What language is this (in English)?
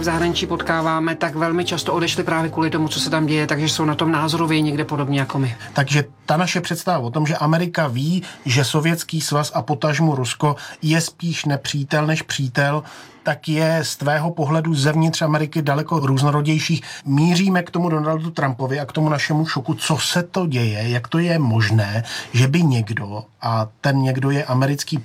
Czech